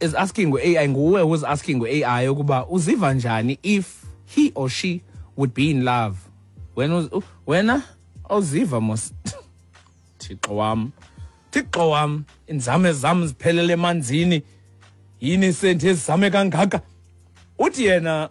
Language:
Xhosa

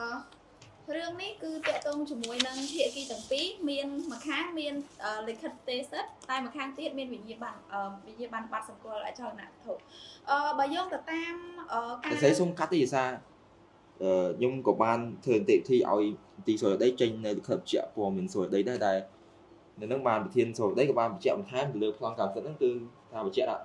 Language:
Khmer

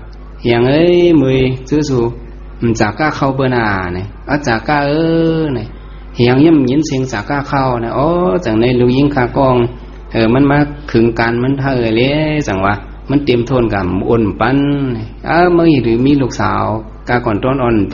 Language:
Shan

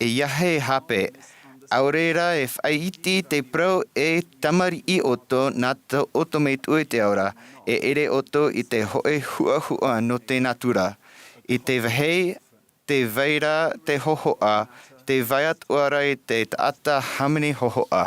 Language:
Tahitian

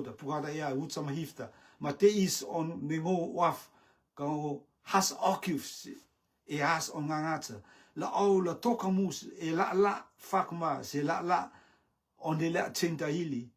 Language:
Rotuman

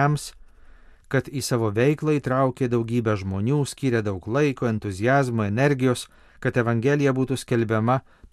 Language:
Lithuanian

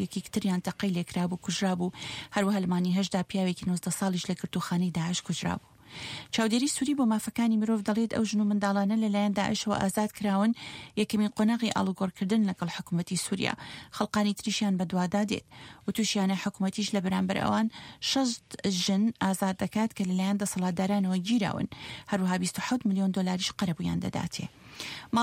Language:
Central Kurdish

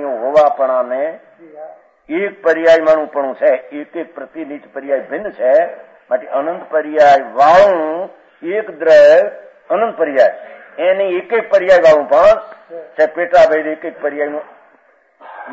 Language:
Gujarati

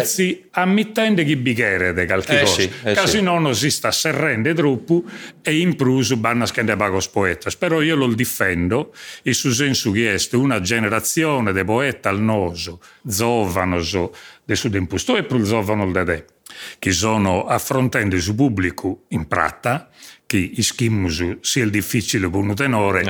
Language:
Sardinian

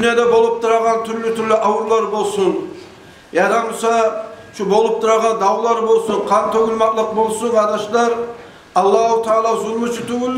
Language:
Kumyk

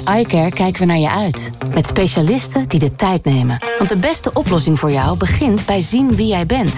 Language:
Dutch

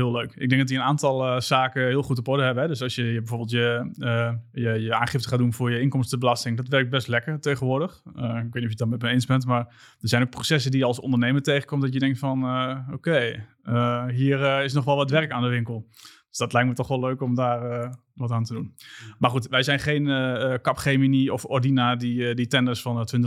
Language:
Dutch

